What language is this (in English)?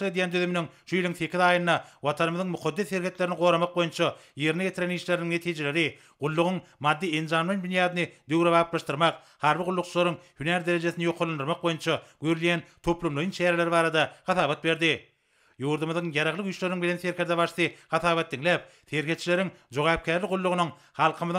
Turkmen